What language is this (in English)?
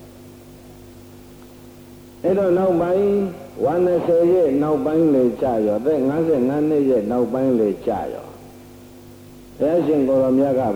Burmese